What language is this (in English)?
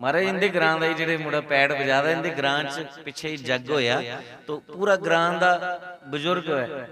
Dogri